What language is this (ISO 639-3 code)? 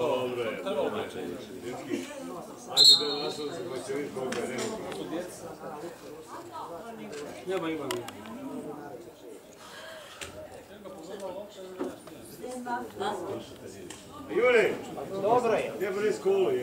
hrv